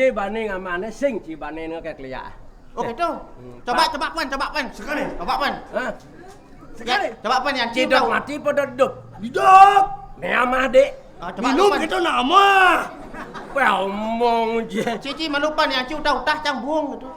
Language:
Balinese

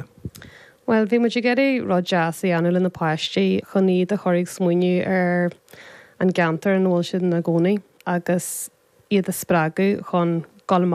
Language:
Irish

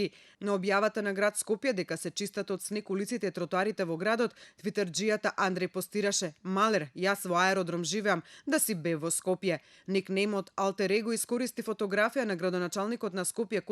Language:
Macedonian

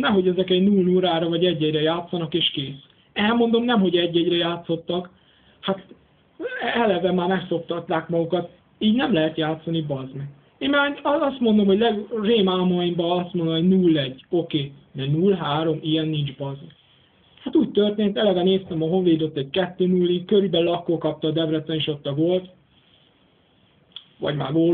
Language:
Hungarian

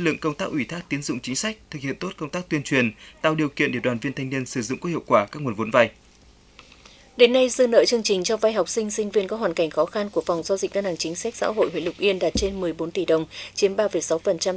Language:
Vietnamese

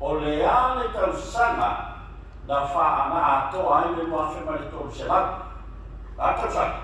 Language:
Samoan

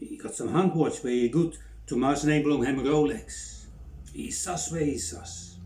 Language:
Bislama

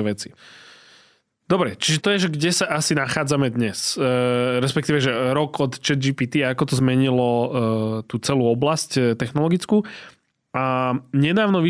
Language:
Slovak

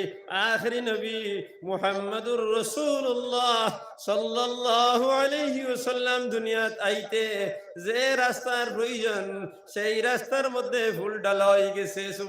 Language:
Sylheti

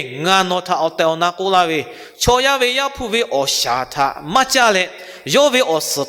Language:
Lahu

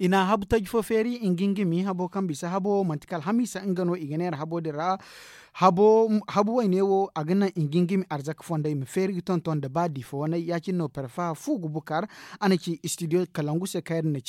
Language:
Zarma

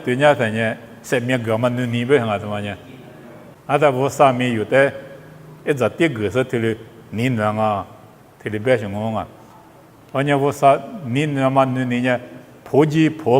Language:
Lisu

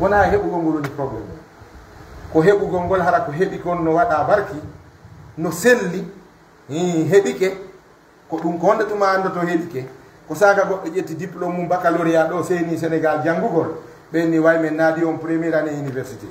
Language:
Fula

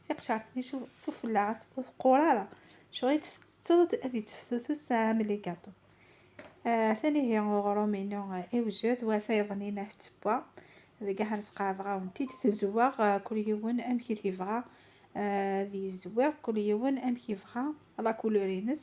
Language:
Kabyle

